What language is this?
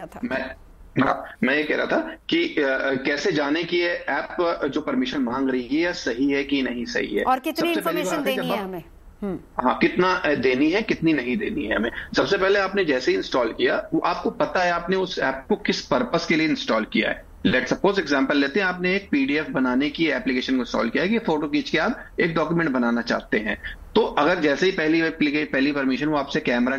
Hindi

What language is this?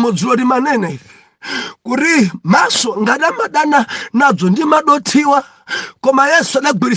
Nyanja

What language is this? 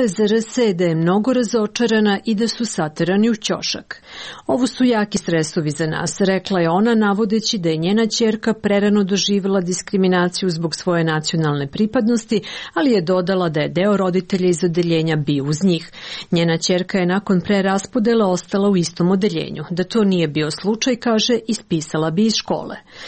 Serbian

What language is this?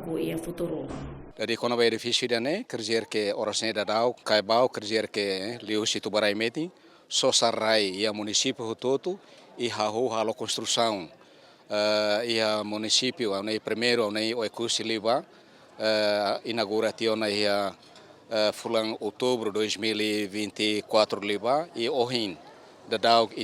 Tetum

